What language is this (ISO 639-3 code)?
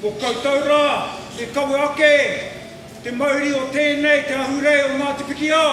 mri